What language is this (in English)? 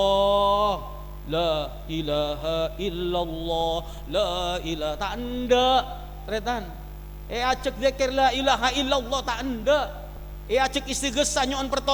Madurese